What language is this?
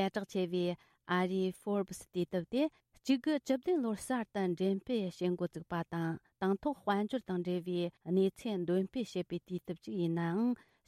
Tibetan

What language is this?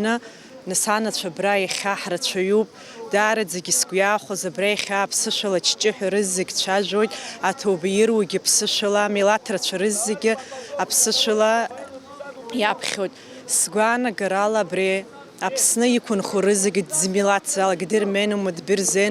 Abkhazian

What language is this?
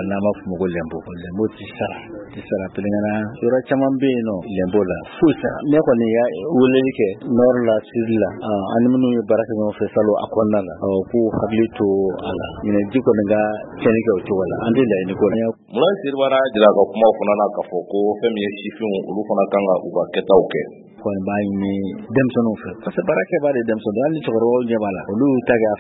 Bambara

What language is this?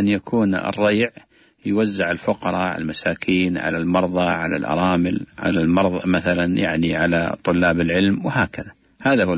Arabic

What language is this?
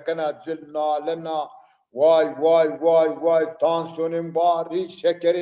Zaza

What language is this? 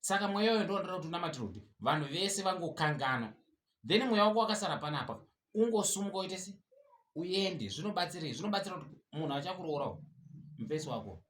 Shona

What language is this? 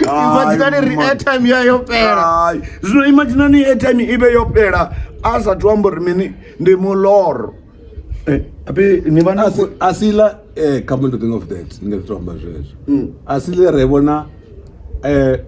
Venda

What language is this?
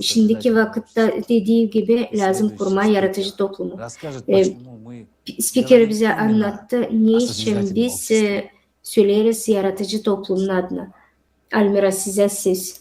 Gagauz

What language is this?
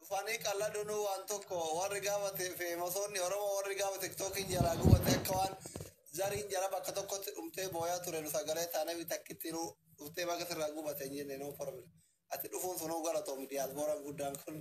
Oromo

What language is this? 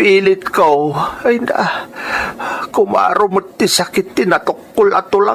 Iloko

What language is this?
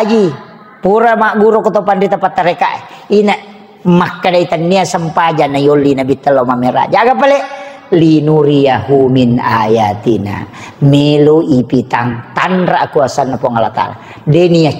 Buginese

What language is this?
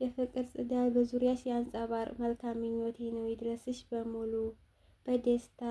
Amharic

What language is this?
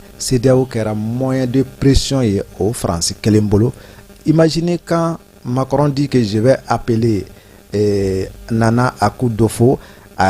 Bambara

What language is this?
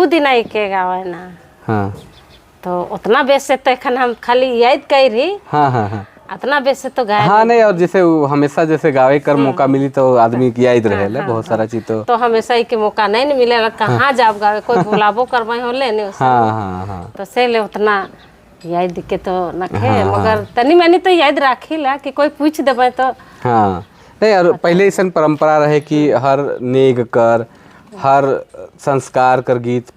Sadri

